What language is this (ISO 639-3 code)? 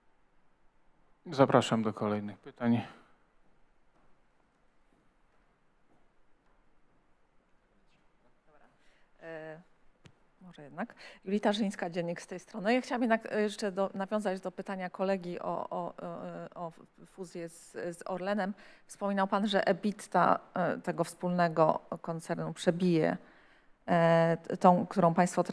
pol